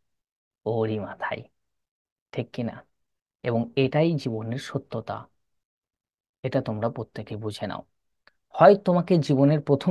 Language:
Bangla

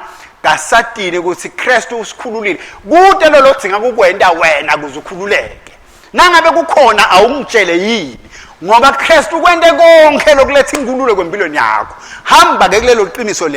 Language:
Swati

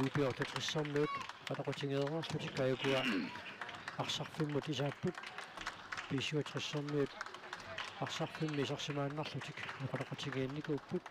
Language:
Kalaallisut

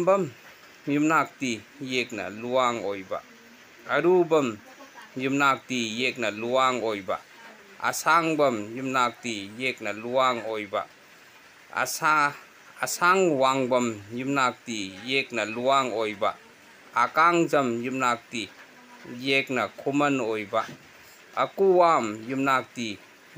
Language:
Manipuri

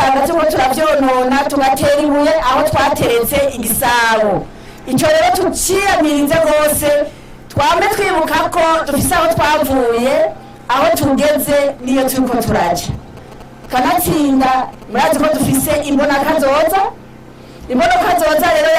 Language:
Rundi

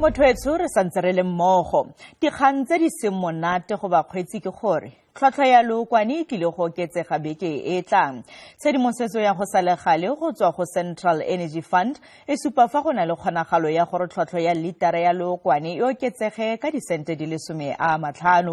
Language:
Tswana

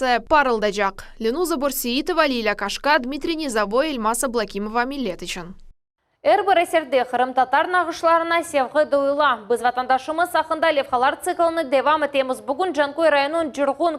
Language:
Crimean Tatar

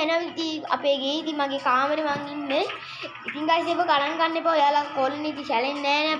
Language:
Sinhala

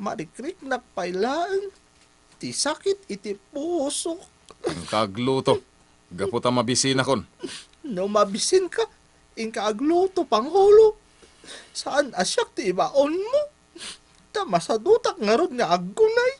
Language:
Iloko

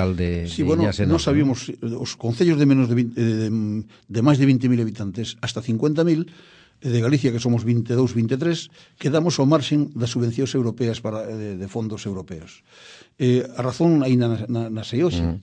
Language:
Galician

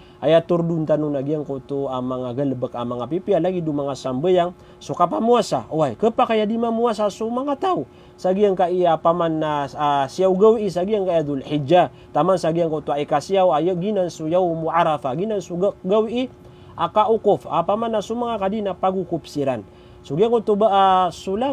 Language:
Maranao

